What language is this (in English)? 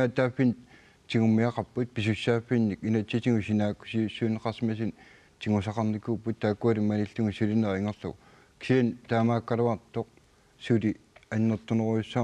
Kalaallisut